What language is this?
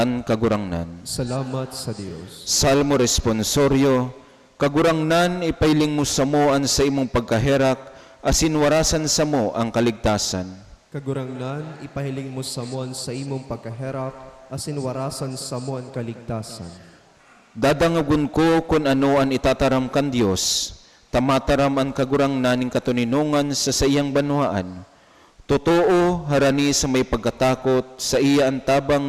Bikol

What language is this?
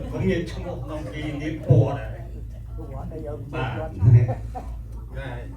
Khmer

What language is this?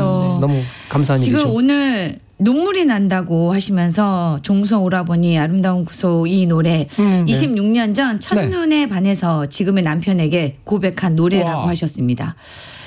Korean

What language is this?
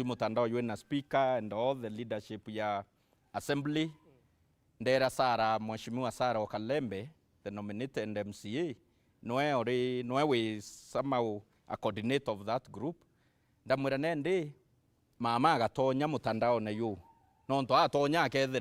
Meru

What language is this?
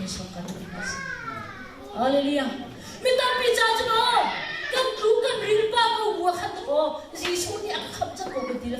Hakha Chin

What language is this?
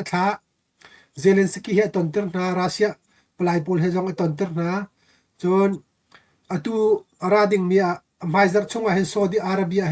Hakha Chin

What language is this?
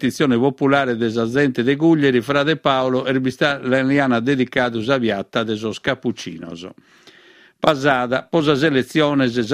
Sardinian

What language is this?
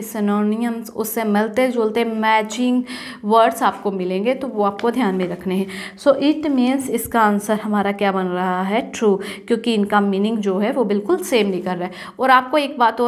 Hindi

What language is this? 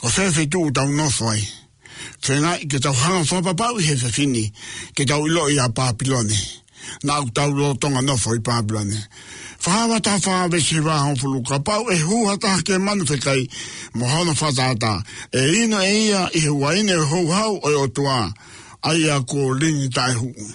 Tongan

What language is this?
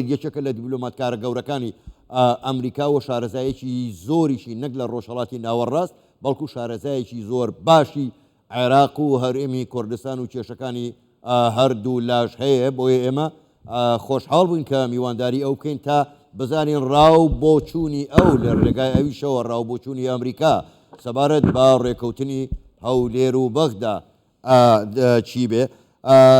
Central Kurdish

